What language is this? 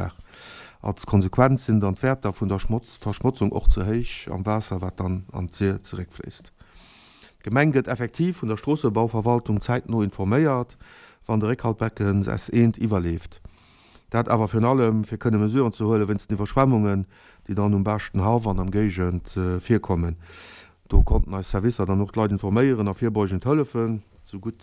Luxembourgish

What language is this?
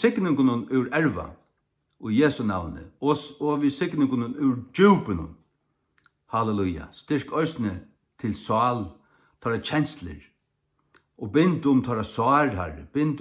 Faroese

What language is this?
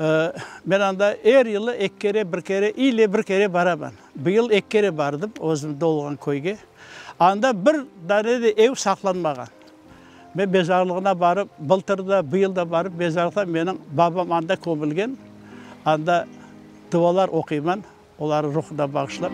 Crimean Tatar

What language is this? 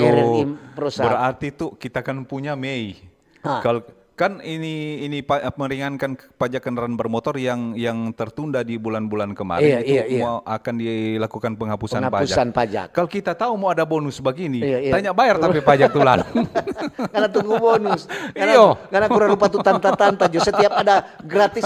Manado Malay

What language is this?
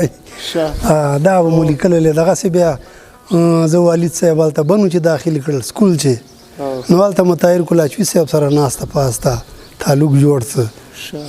Pashto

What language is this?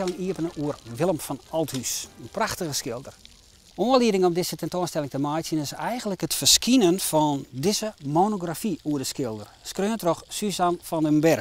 Western Frisian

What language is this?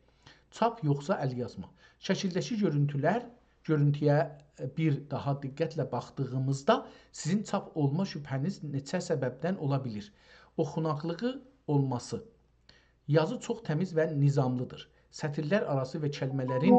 South Azerbaijani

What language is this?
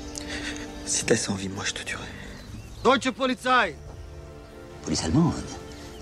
French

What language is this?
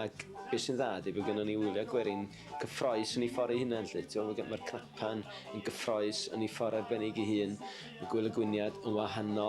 Welsh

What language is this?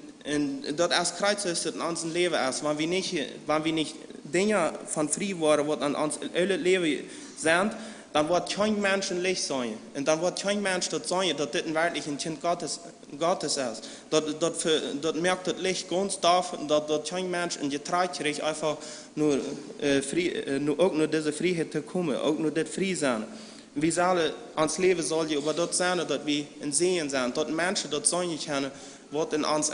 Plautdietsch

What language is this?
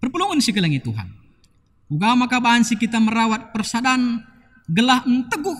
Batak Karo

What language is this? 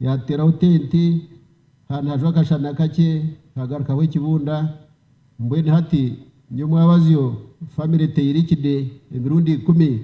Nyankole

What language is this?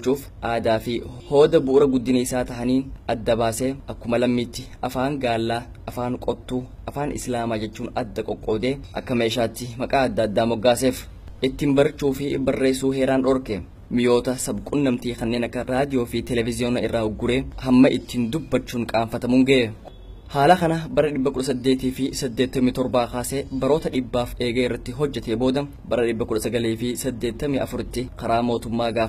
Oromo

